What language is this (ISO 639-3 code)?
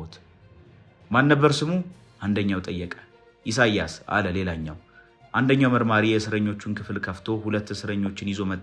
amh